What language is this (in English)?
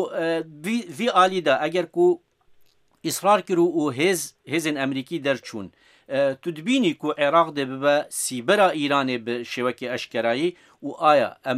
Kurdish